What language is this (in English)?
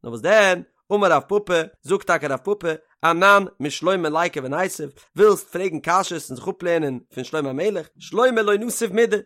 Yiddish